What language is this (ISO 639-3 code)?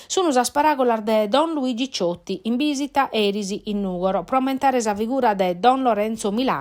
srd